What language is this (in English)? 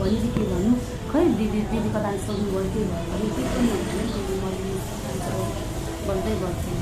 Nepali